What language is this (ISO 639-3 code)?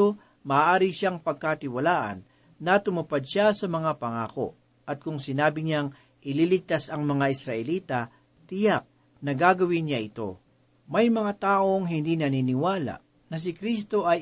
fil